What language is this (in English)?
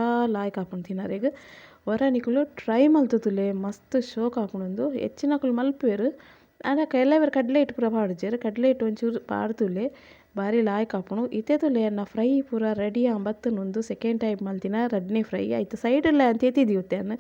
Tulu